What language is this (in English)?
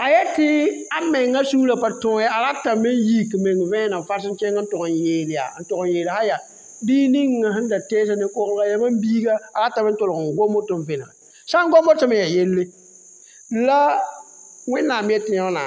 Mossi